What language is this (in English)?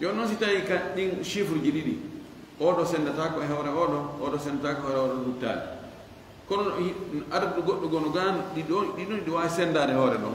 Fula